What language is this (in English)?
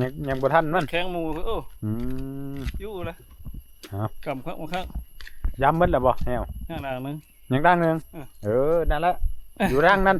Northeastern Thai